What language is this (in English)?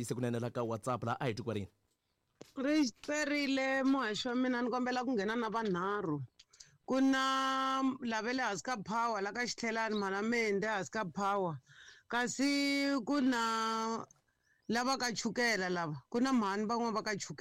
Tsonga